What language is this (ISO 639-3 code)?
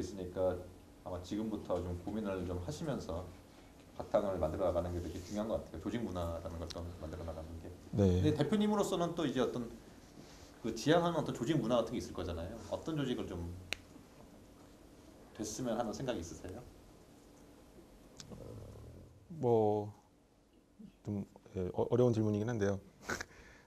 kor